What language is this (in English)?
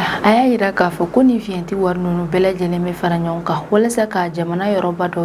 Bambara